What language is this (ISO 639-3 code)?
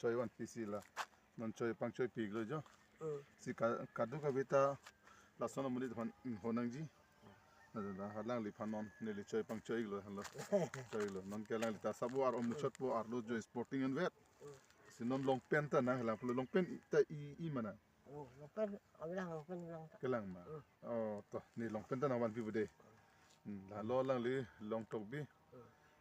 mjw